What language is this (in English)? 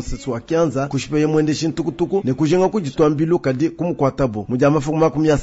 Luba-Lulua